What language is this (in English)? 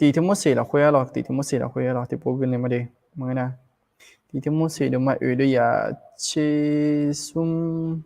Akha